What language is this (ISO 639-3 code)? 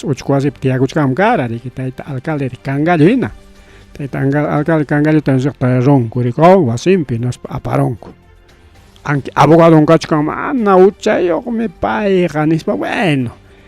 quy